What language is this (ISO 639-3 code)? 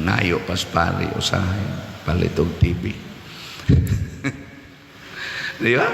ceb